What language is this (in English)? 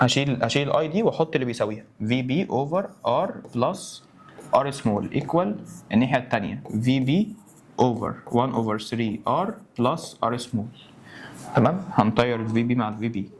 Egyptian Arabic